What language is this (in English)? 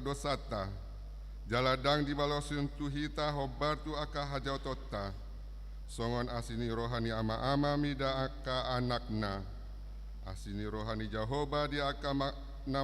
Batak Toba